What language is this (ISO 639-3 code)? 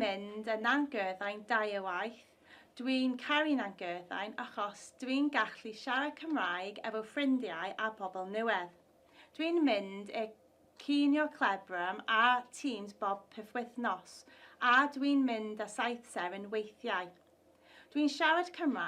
cym